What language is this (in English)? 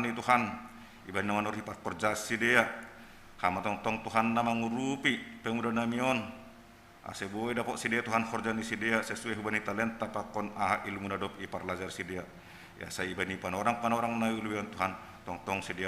Batak Simalungun